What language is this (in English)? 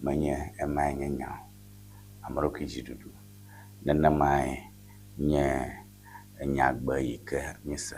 Ewe